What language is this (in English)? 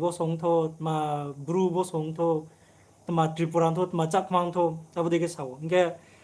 Riang (India)